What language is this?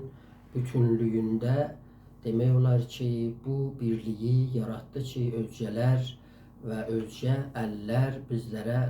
South Azerbaijani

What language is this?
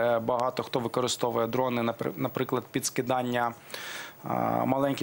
Ukrainian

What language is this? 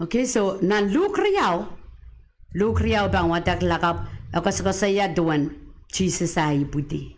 Pohnpeian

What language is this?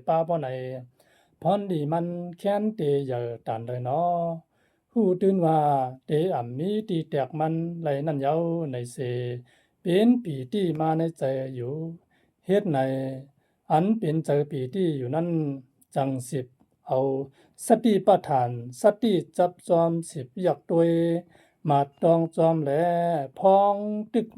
Shan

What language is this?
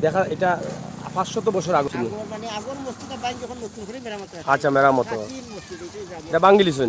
Sylheti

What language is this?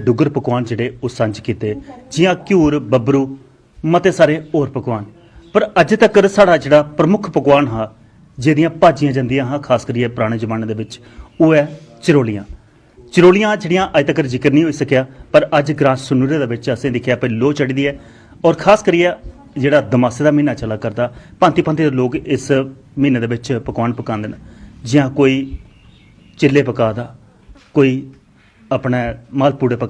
Dogri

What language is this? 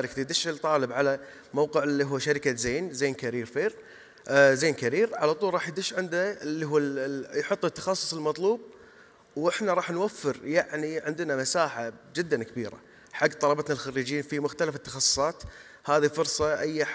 Gulf Arabic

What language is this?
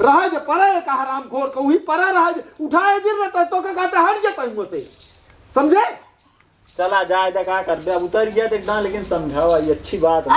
Awadhi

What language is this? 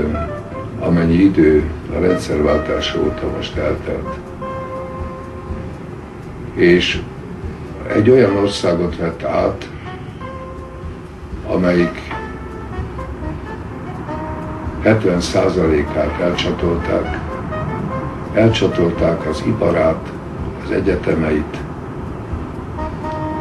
Hungarian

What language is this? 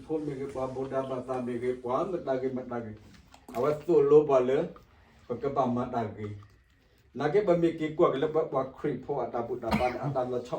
S'gaw Karen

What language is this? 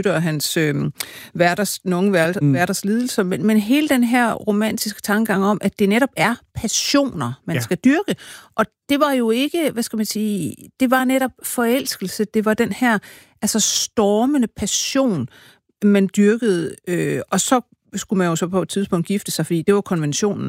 Danish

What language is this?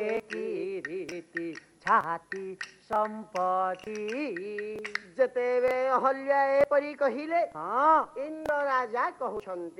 Odia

